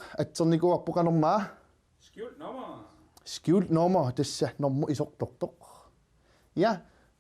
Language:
Kalaallisut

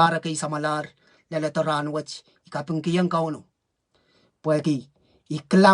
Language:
Pohnpeian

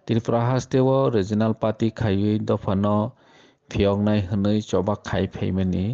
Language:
Kok Borok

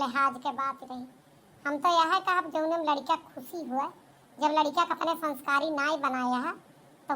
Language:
Awadhi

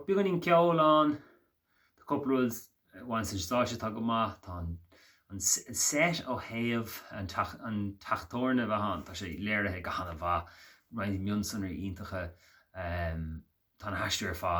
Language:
Irish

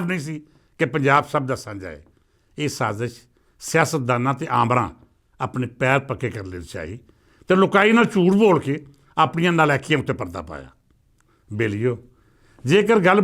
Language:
Western Panjabi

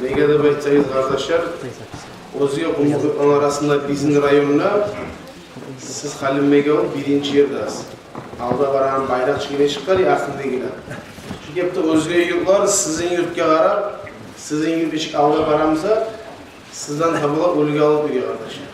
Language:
Kumyk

